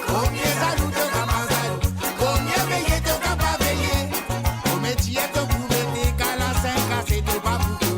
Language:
Morisyen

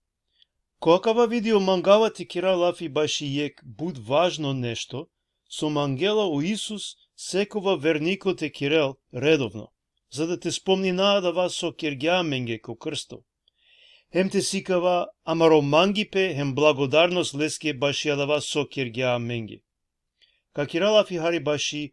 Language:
Balkan Romani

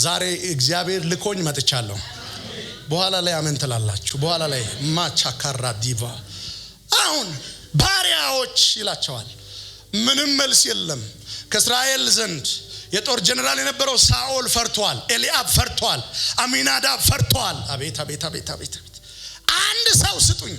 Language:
Amharic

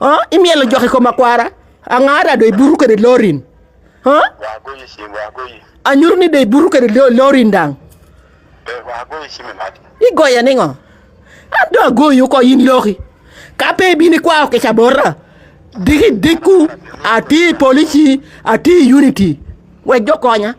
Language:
Lango (Uganda)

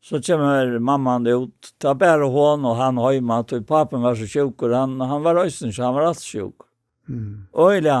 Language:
Faroese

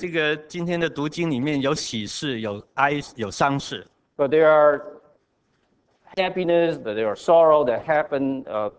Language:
Chinese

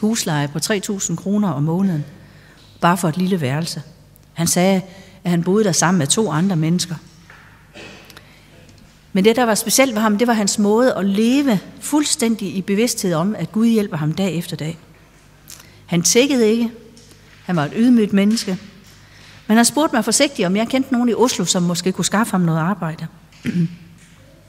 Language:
Danish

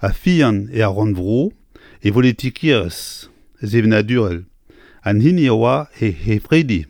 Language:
Breton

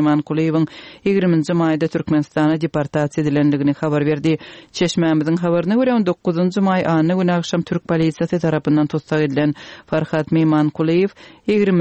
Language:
Turkmen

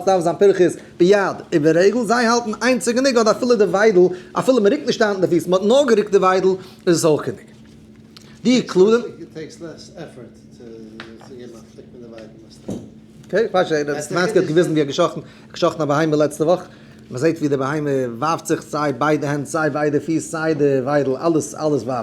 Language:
Yiddish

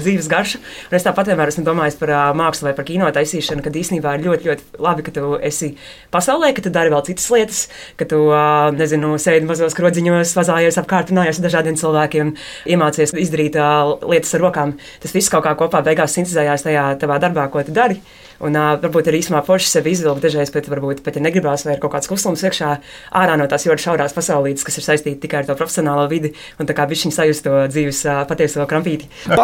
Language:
Latvian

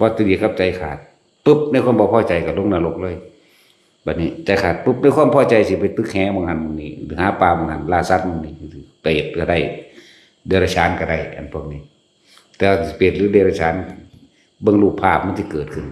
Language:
Northeastern Thai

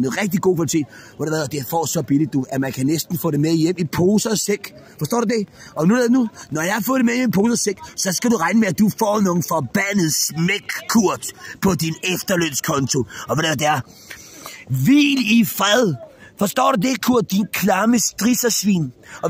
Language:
Danish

